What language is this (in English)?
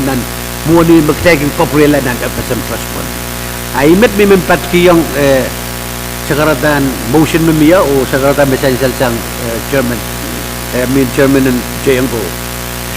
Pohnpeian